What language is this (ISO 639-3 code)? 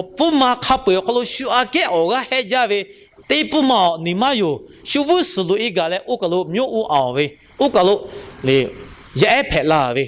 lhu